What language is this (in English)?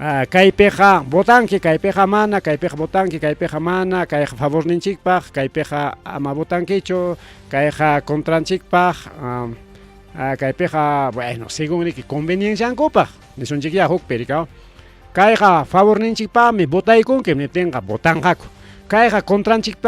Ayacucho Quechua